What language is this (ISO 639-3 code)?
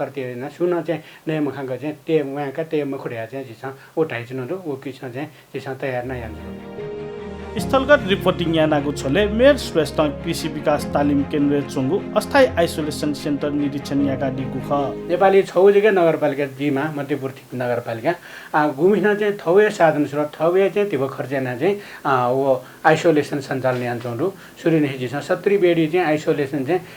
new